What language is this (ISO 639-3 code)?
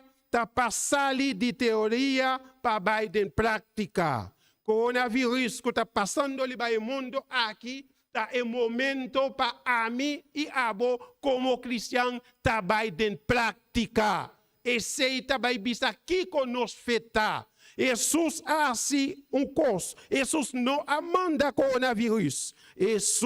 pap